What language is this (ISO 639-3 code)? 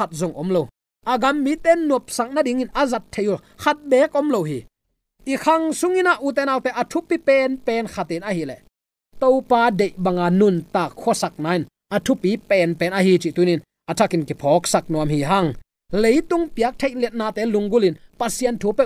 ctd